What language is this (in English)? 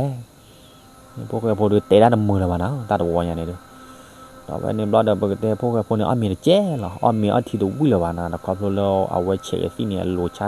S'gaw Karen